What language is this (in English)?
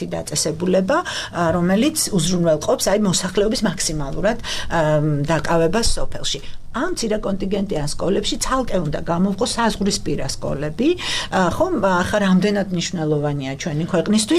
Georgian